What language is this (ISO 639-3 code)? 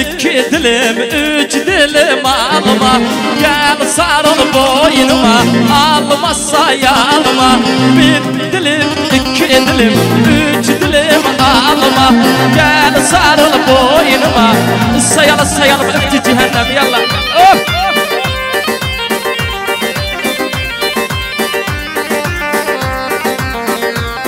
tur